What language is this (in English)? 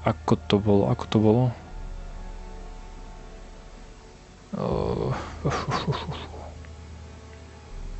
Slovak